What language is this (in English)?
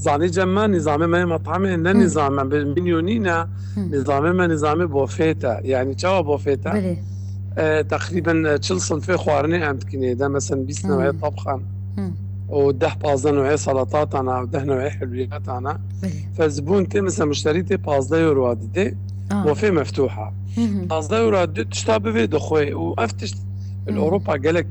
Kurdish